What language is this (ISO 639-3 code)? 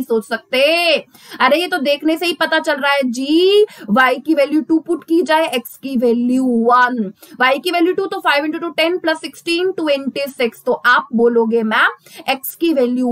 hin